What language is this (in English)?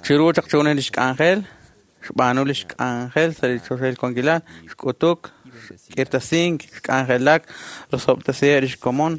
Kekchí